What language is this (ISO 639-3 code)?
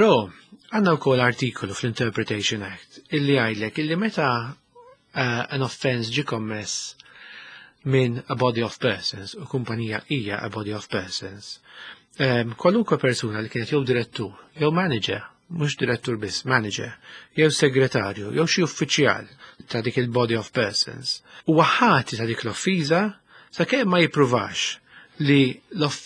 mlt